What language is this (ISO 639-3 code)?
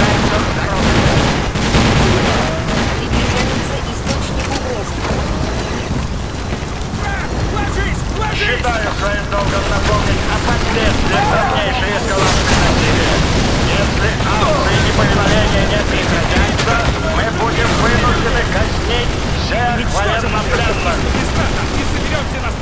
rus